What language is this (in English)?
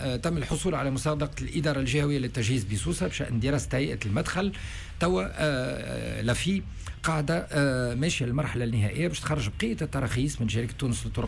Tunisian Arabic